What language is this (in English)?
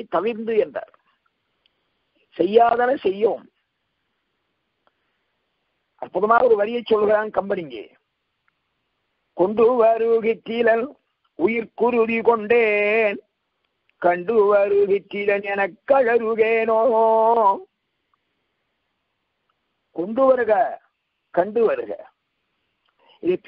Tamil